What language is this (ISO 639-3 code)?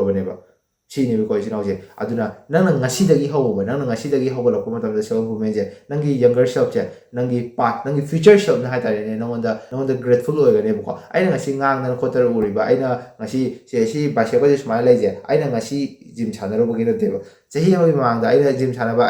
mni